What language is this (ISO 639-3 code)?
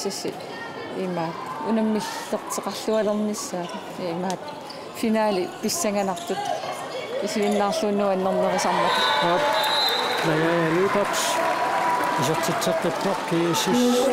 kal